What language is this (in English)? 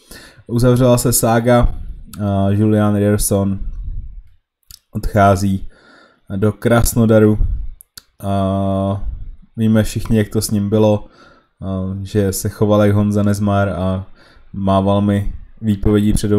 Czech